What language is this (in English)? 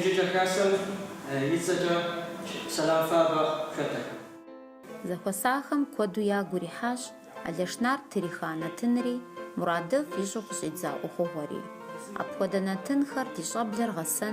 Kabardian